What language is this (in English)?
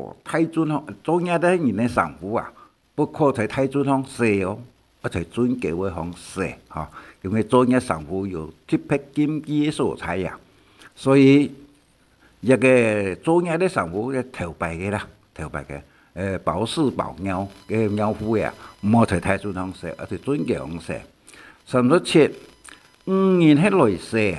Hakka Chinese